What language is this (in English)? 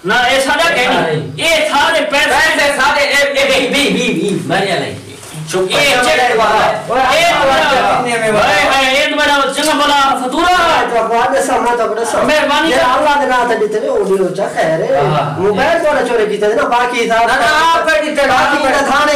Saraiki